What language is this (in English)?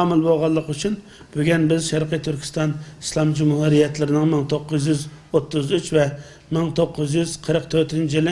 Uyghur